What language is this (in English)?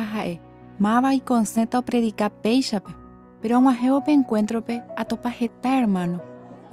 Guarani